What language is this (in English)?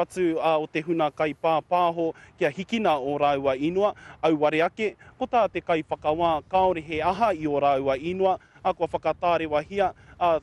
Māori